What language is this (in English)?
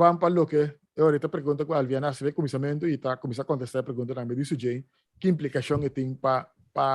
Papiamento